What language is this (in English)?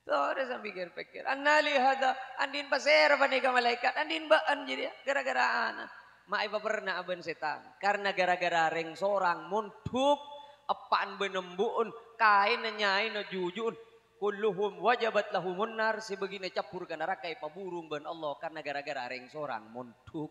Madurese